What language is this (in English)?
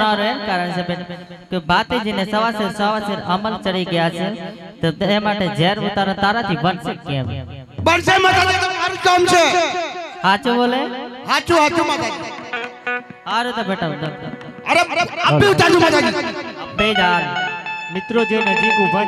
Gujarati